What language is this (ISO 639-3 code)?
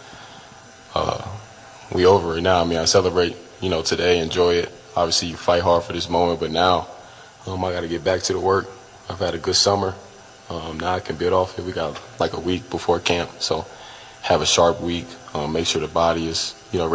eng